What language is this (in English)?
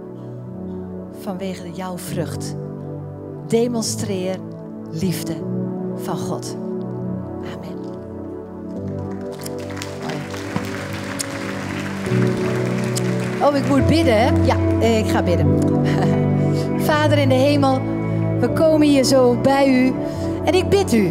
Dutch